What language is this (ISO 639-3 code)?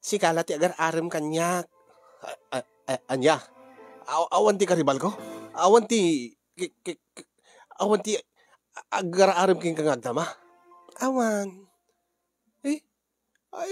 ilo